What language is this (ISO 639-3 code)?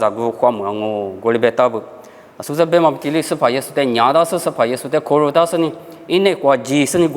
lis